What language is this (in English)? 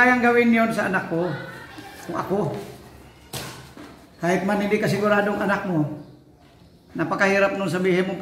Filipino